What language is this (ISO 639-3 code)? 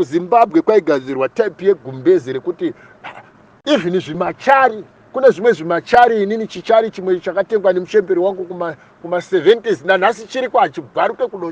sna